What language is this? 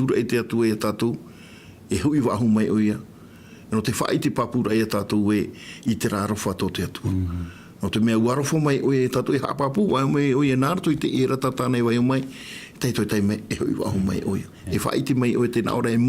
Tahitian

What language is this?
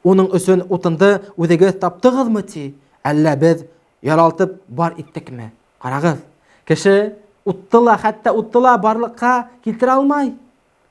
Bashkir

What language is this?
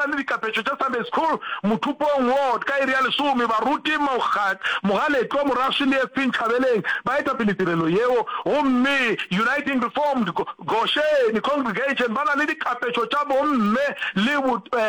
Northern Sotho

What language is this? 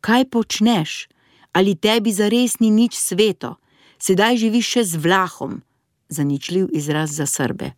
Slovenian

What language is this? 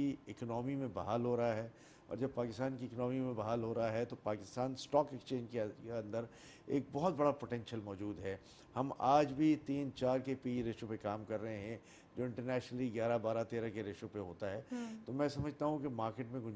Urdu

